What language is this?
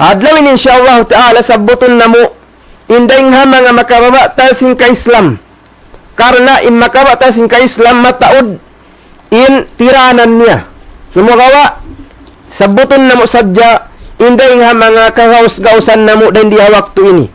Tausug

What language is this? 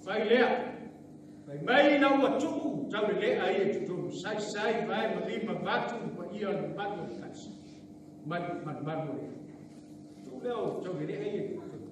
Samoan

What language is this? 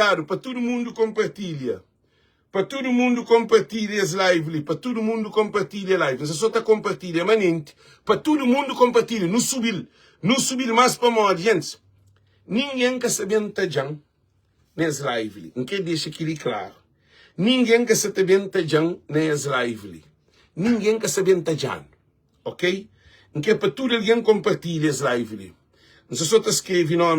Kabuverdianu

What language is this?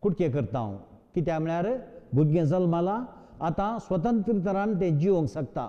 Konkani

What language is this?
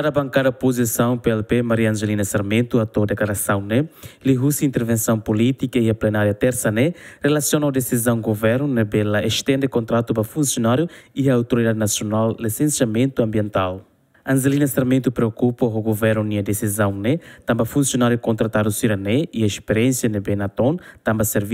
Tetum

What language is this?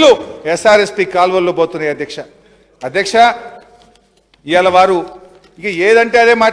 Telugu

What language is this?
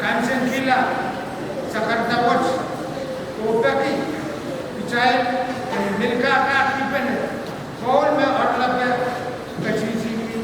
Pohnpeian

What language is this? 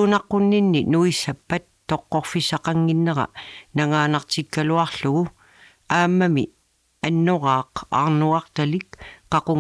Kalaallisut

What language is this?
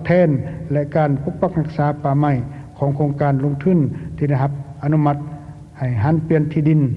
Lao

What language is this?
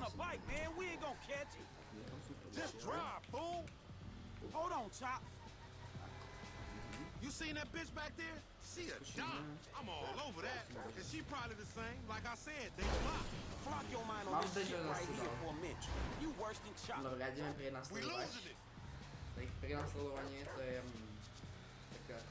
Slovak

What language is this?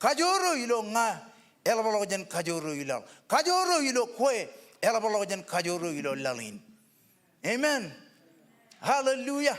Marshallese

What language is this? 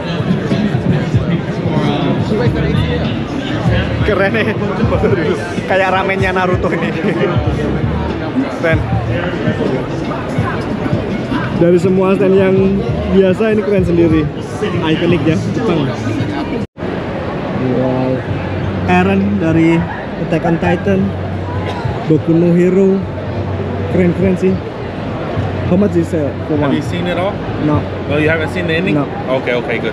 Indonesian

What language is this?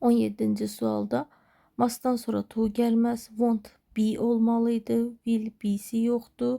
Azerbaijani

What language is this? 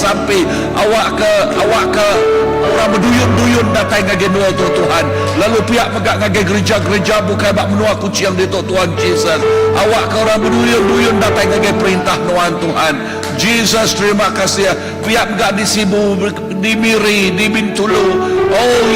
Iban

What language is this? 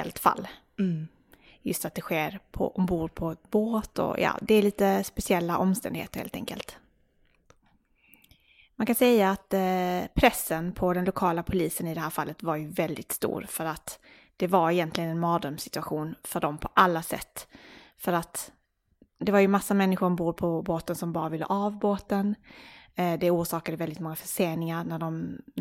Swedish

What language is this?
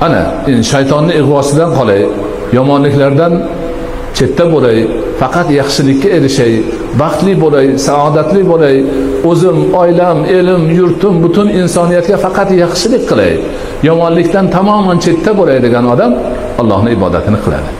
Uzbek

